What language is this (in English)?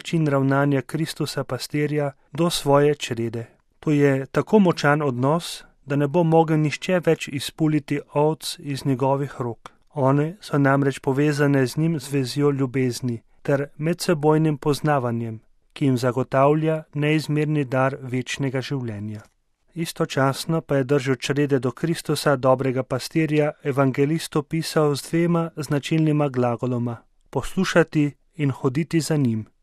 Slovenian